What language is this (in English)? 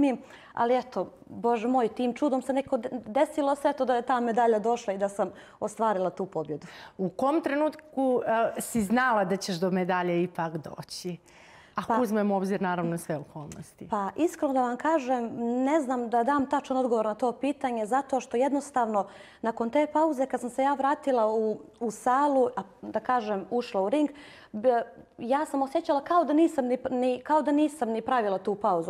Bosnian